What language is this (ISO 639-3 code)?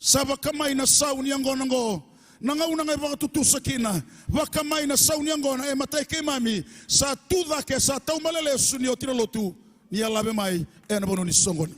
fij